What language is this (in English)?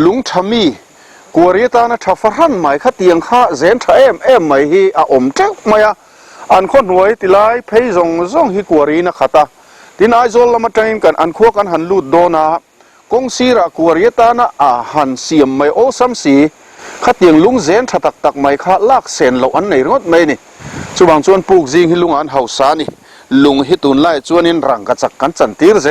Mizo